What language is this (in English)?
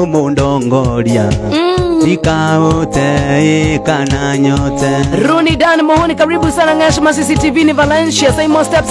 Kikuyu